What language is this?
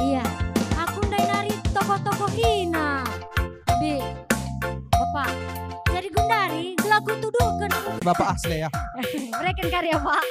Batak Karo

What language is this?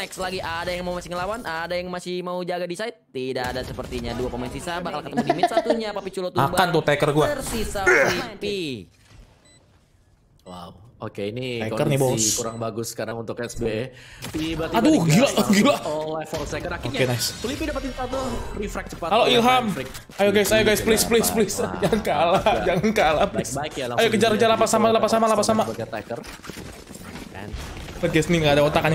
Indonesian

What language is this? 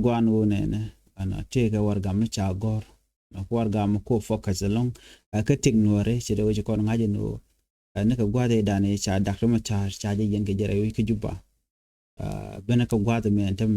Nuer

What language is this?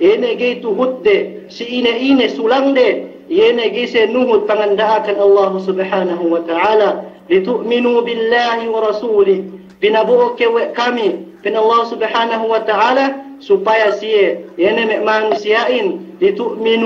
Yakan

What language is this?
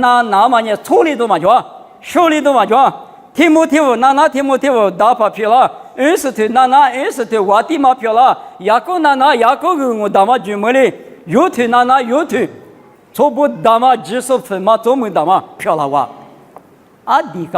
Lisu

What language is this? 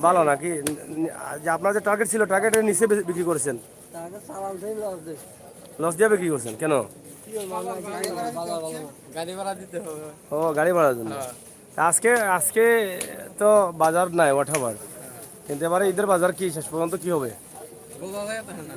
Sylheti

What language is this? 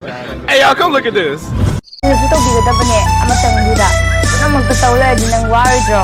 Manipuri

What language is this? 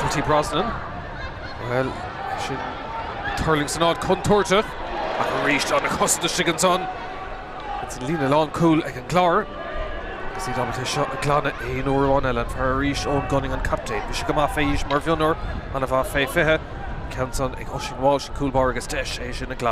Irish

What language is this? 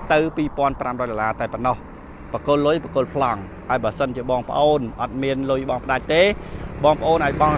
Khmer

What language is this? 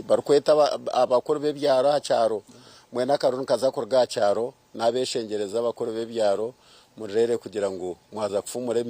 Nyankole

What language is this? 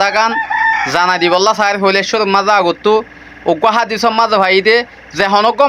Rohingya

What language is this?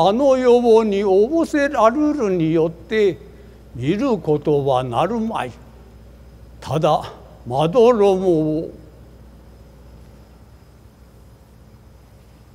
Japanese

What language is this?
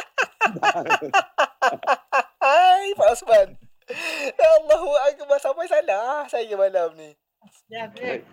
Malay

